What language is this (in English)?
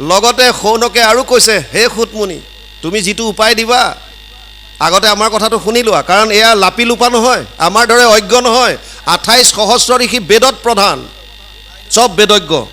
Assamese